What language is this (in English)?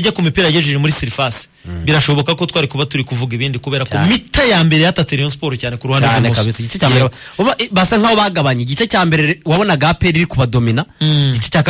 Kinyarwanda